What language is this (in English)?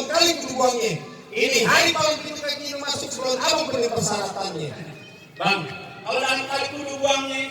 Betawi